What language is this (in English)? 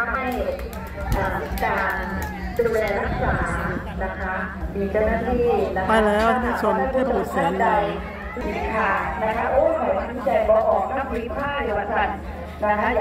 Thai